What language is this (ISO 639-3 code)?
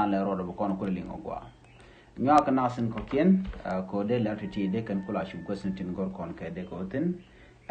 nus